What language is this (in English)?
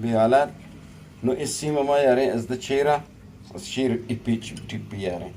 Eastern Balochi